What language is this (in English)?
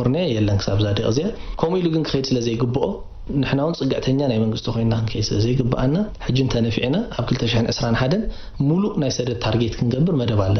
Tigrinya